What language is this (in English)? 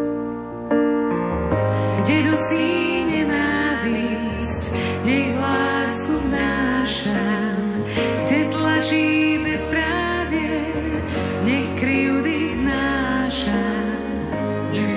Slovak